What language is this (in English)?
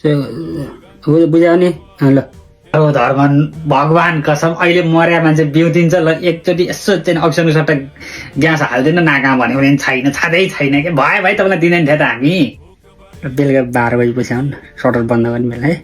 Nepali